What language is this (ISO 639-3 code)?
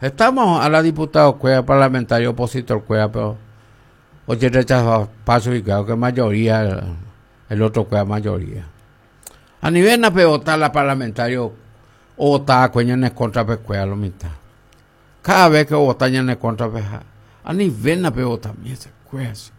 grn